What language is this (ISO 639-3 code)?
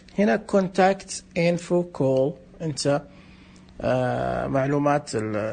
ars